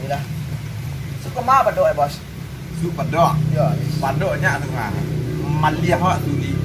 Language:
Minangkabau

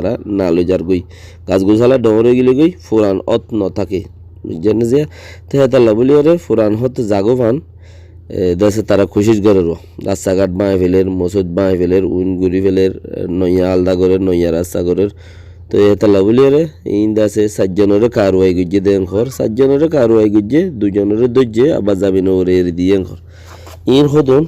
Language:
Rohingya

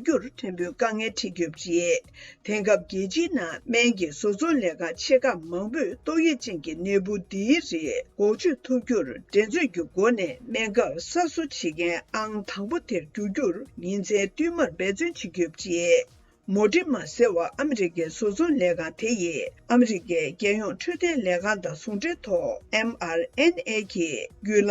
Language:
Tibetan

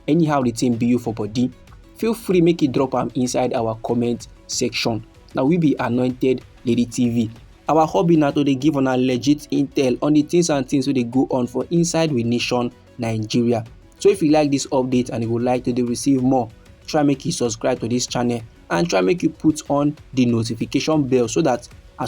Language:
Nigerian Pidgin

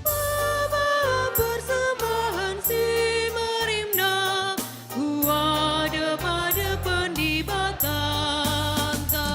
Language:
Batak Karo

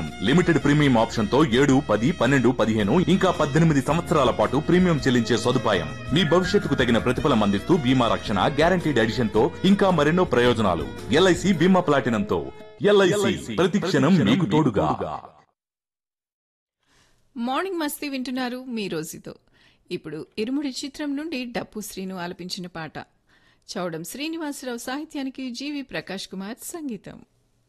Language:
Telugu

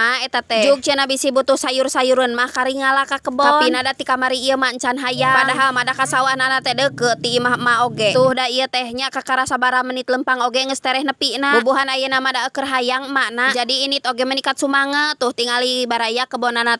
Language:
Sundanese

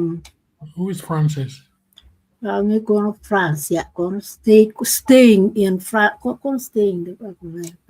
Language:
Acoli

